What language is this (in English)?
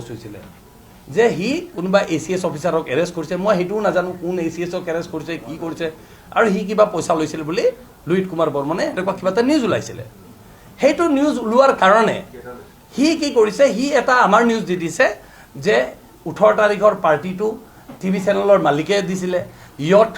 Assamese